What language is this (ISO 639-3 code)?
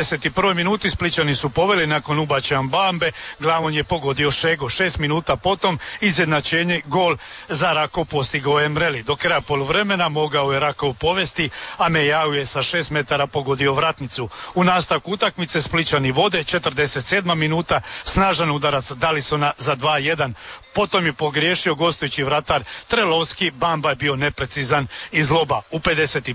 hrv